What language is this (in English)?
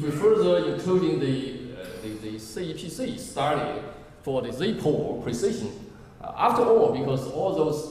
English